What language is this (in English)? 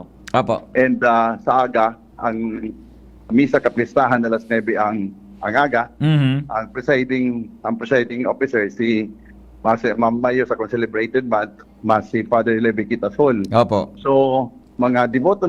Bikol